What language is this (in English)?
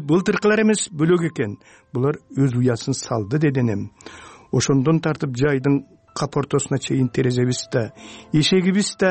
Kyrgyz